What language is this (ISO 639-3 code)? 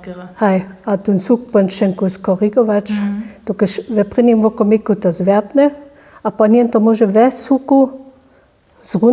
hsb